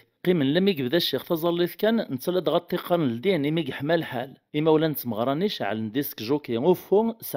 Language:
Kabyle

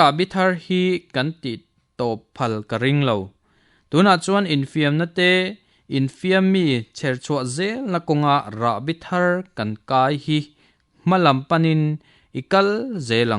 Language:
Mizo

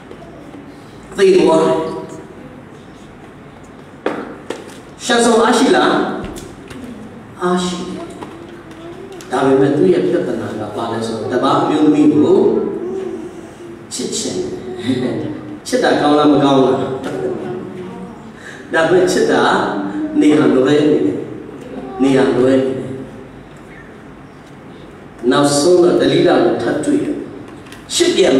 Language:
Burmese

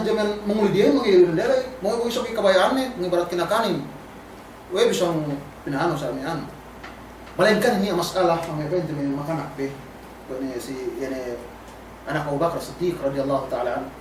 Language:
Yakan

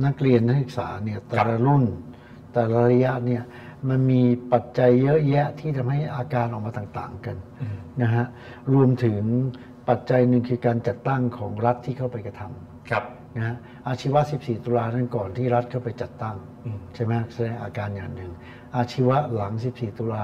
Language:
Thai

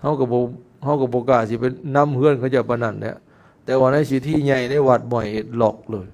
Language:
Lao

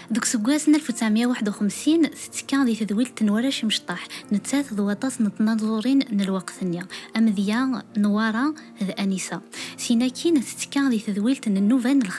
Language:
Kabyle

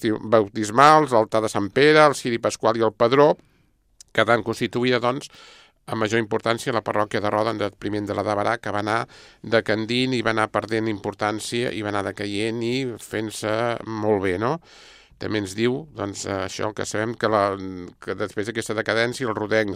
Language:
Catalan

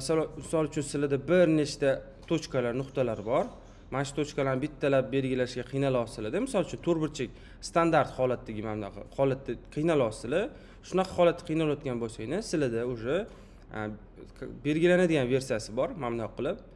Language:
Uzbek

